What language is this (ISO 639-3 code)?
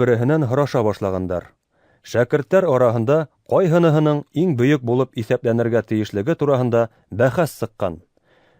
bak